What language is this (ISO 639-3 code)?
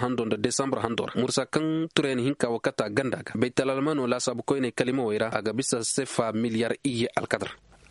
ses